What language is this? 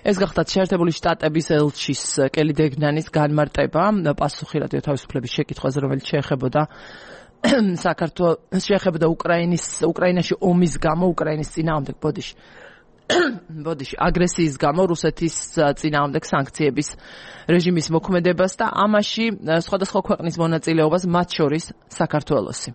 Georgian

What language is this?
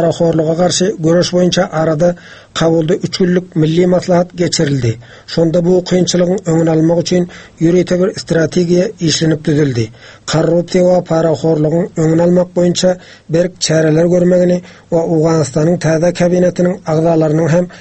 Turkmen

